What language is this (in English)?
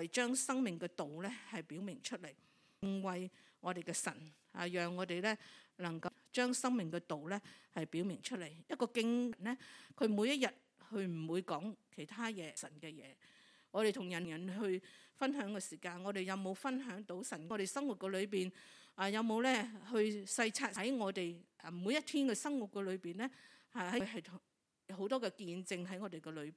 Cantonese